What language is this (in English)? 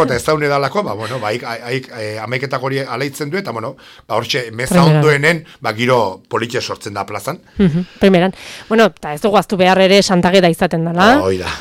Basque